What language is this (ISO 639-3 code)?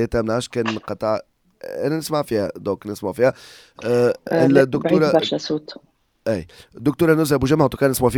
aeb